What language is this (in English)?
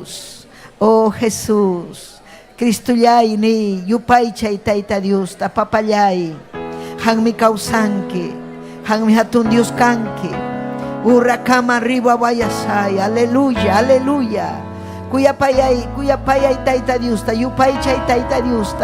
Ayacucho Quechua